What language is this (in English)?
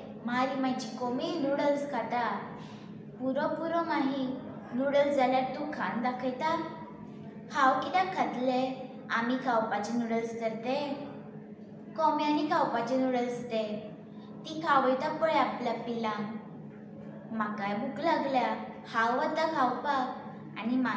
Konkani